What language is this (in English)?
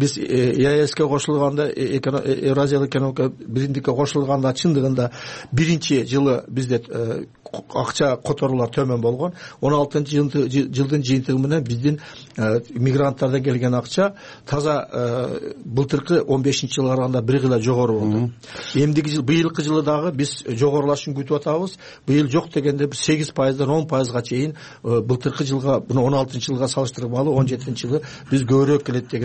Kyrgyz